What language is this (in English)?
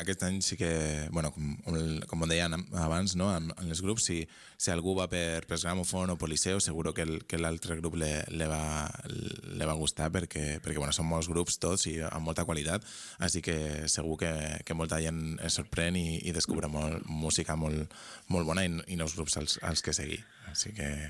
Catalan